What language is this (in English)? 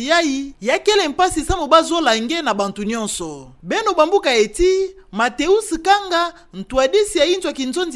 Kituba (Democratic Republic of Congo)